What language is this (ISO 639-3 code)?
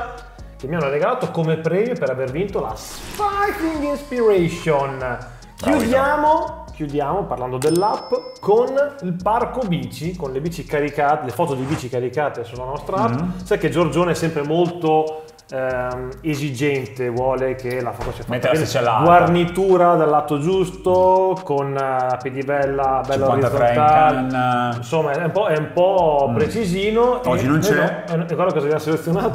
ita